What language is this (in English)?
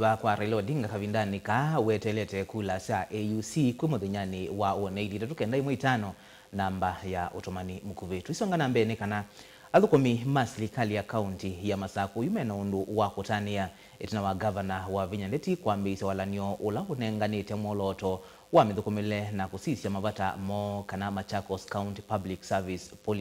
Kamba